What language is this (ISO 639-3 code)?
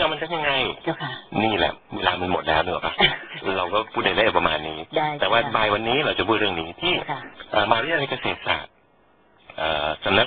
tha